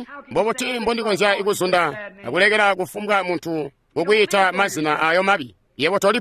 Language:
Tonga (Zambia)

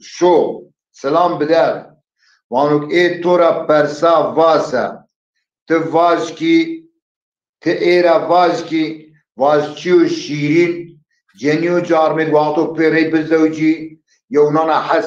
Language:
Zaza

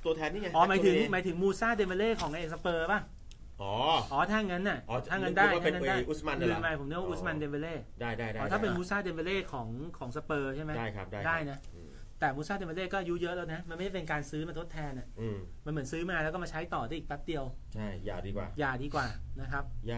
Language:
Thai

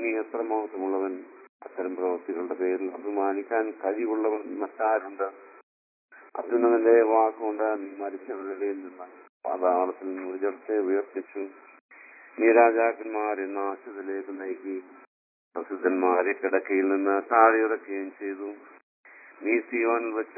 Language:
Malayalam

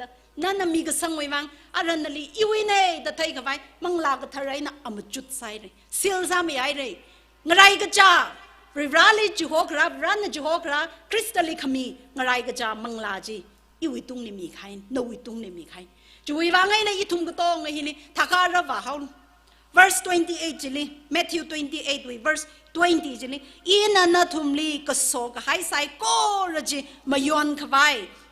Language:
Tangkhul Naga (India)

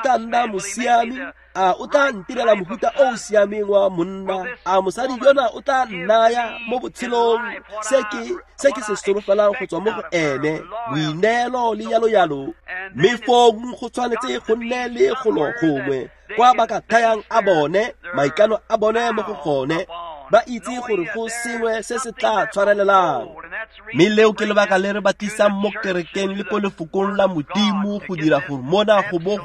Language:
Tswana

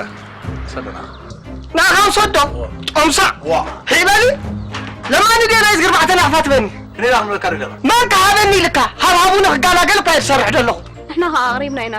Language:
Tigrinya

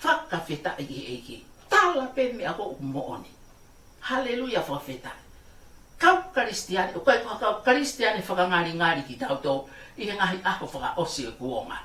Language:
Tongan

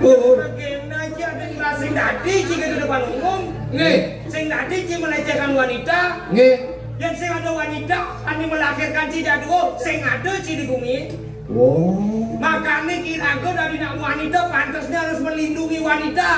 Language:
Balinese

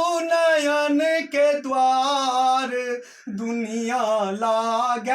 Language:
Maithili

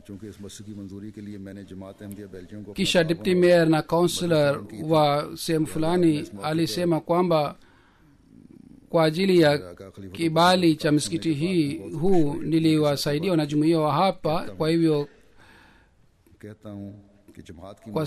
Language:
Swahili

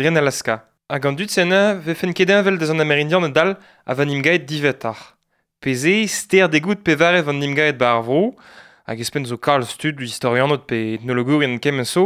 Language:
Breton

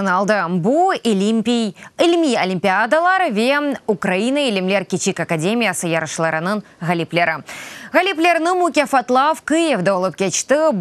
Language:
Crimean Tatar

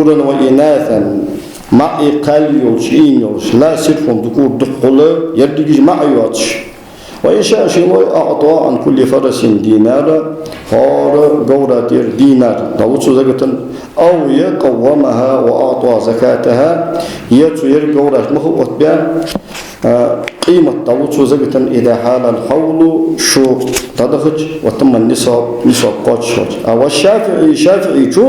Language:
Ingush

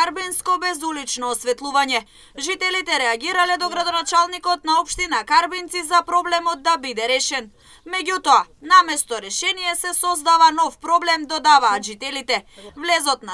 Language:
Macedonian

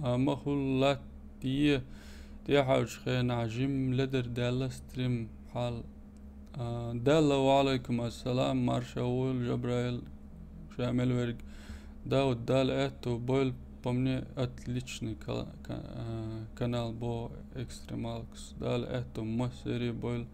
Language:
Chechen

